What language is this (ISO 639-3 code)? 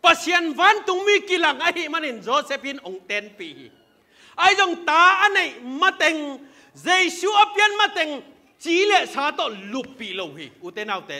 ctd